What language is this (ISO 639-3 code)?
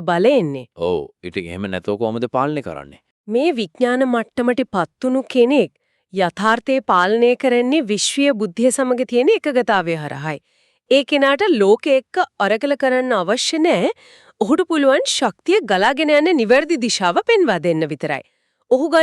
sin